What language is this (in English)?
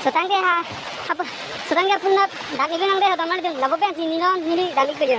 Karbi